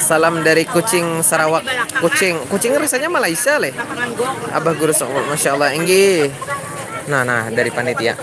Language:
Banjar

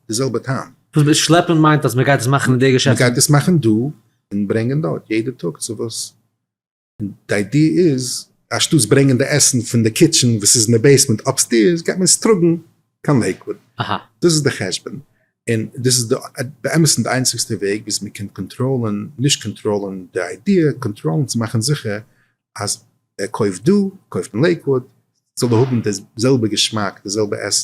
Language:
Yiddish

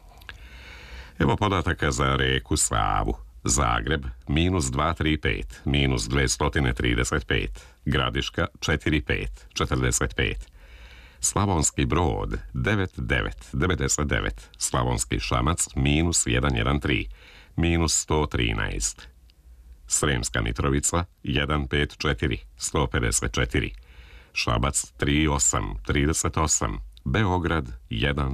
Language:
Croatian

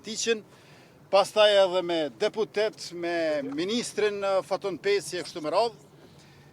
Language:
Albanian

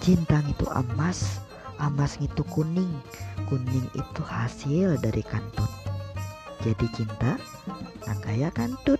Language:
Banjar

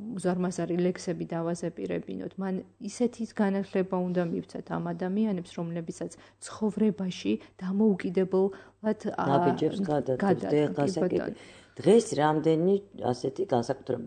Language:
Georgian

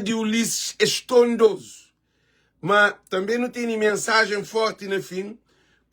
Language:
Kabuverdianu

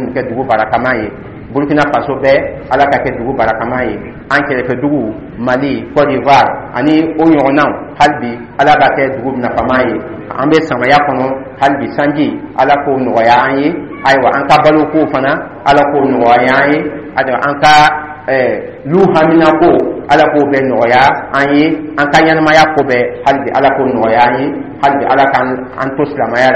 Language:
Dyula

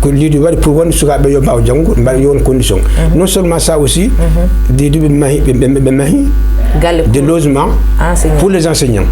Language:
Fula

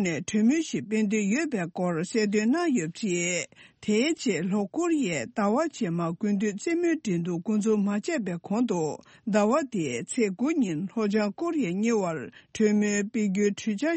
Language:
Tibetan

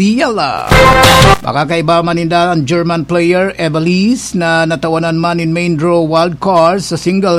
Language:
Bikol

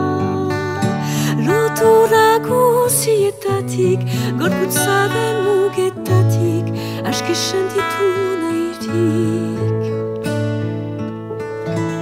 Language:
Basque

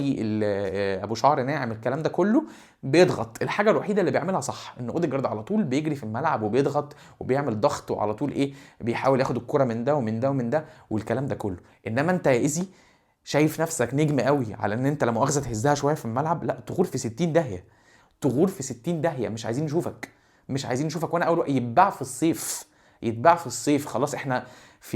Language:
Egyptian Arabic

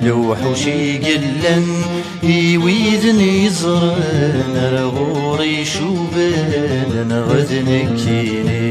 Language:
Kabyle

